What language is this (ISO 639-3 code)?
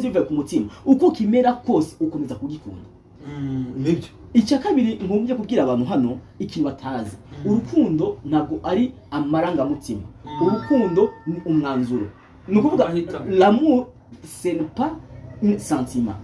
kin